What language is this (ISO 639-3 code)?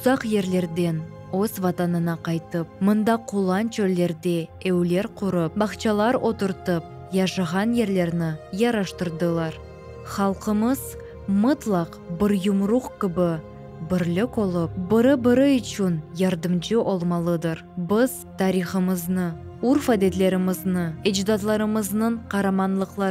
crh